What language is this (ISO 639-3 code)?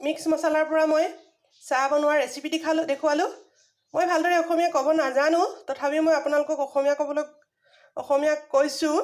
asm